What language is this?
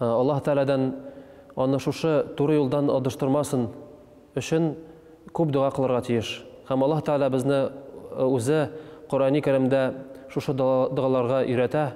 Tatar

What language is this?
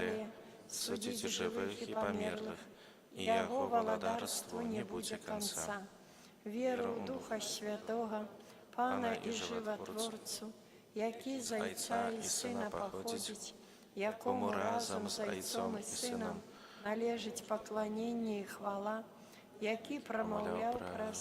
Belarusian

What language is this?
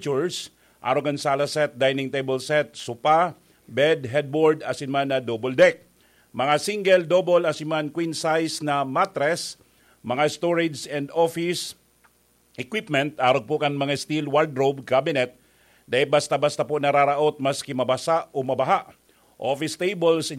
Bikol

